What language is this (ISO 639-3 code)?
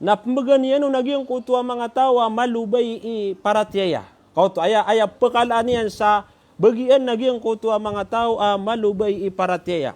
mrw